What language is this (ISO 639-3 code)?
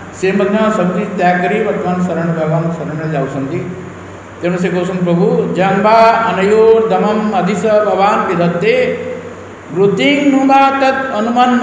ori